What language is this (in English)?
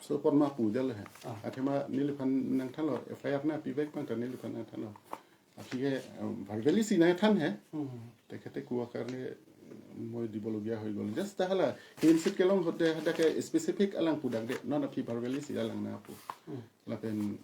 Karbi